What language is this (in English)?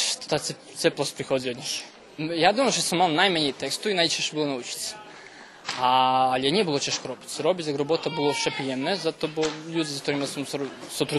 Rusyn